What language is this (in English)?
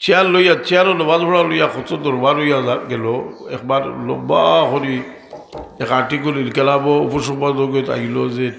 Sylheti